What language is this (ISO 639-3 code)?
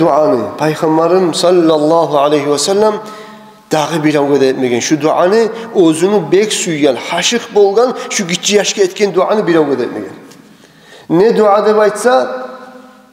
kum